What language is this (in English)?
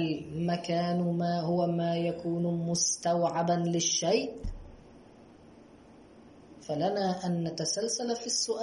Arabic